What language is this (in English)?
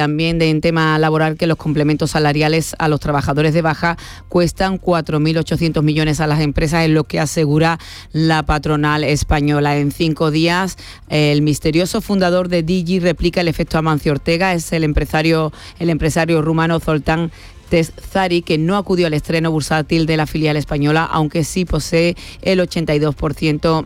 Spanish